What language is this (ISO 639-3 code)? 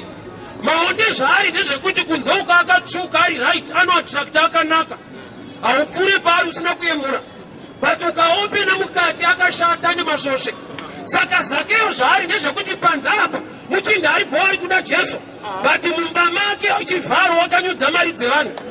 sna